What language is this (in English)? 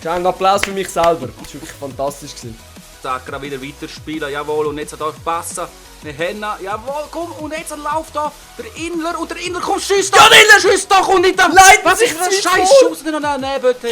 Swiss German